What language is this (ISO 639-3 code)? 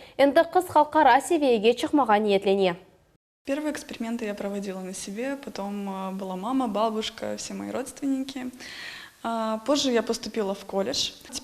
crh